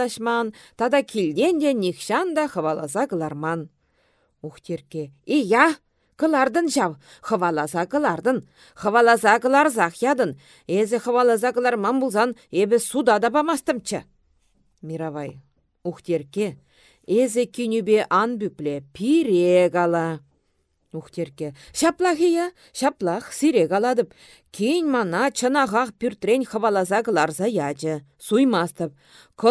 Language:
Chuvash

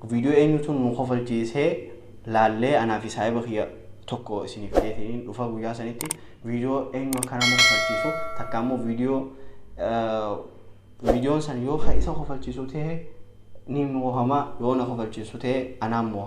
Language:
Oromo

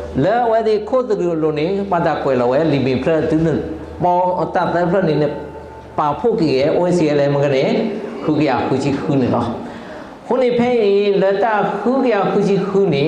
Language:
S'gaw Karen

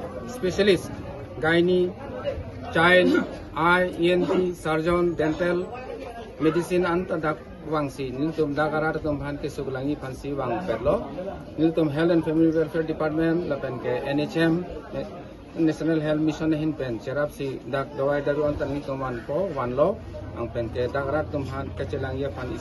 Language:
Karbi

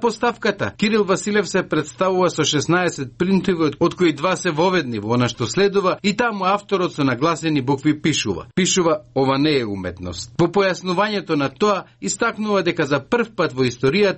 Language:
Macedonian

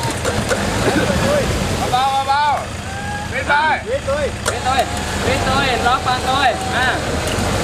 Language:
Thai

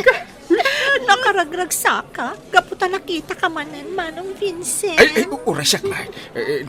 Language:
Iloko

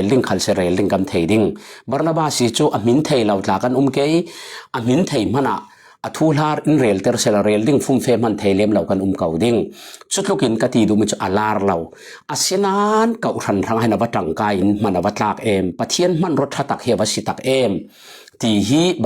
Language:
Falam Chin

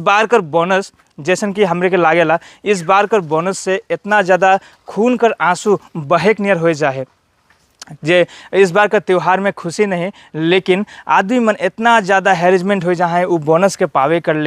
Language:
Sadri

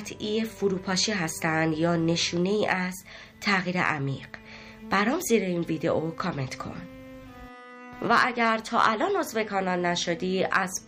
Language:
Persian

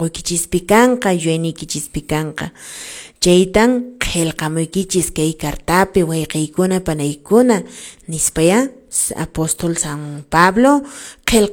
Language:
Quechua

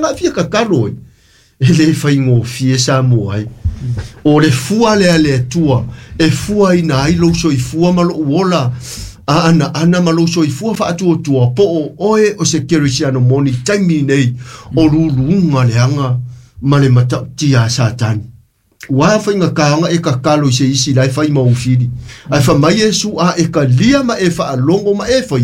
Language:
Samoan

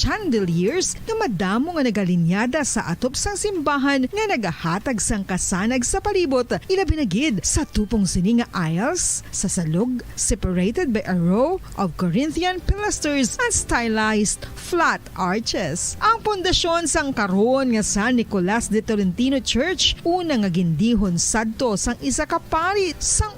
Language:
Hiligaynon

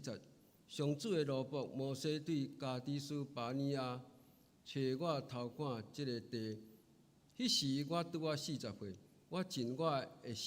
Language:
Min Nan Chinese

